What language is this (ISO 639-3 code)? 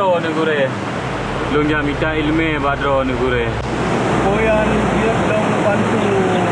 ace